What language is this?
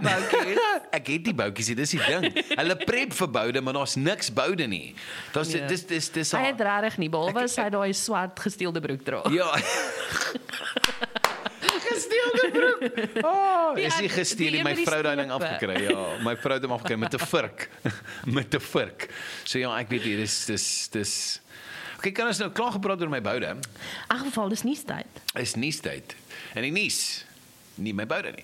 Afrikaans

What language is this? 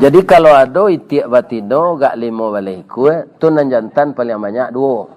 Minangkabau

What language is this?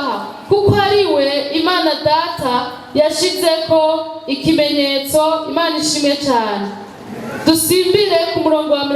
Rundi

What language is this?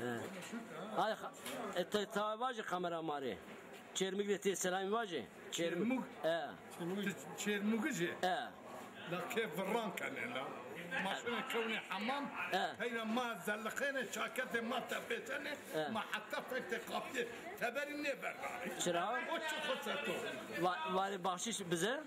Zaza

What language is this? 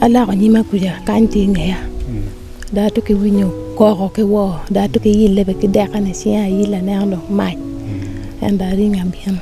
Acoli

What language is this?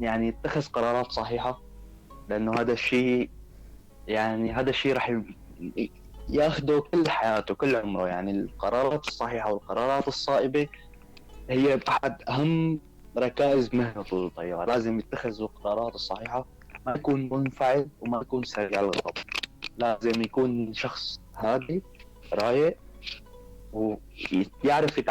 North Levantine Arabic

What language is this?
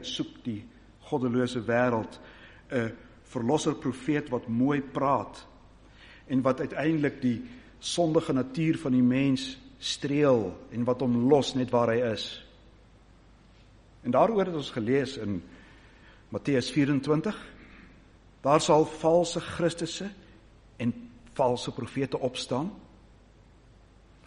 Afrikaans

